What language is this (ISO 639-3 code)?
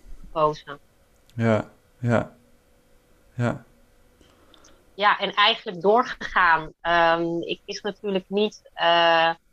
nld